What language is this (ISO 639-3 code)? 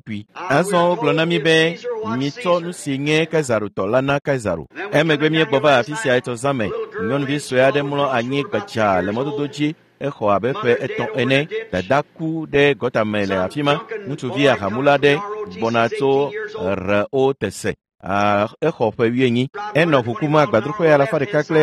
ewe